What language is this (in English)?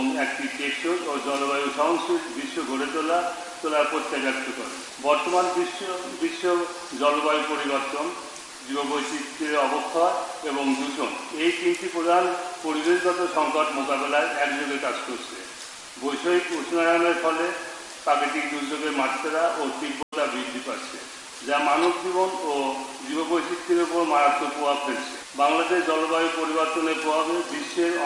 Bangla